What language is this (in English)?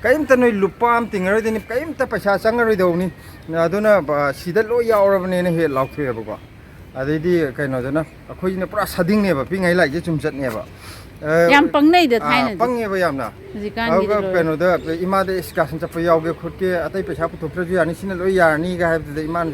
Manipuri